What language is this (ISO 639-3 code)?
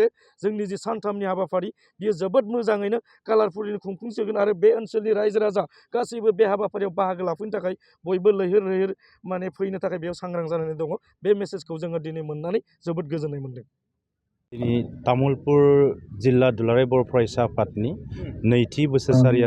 brx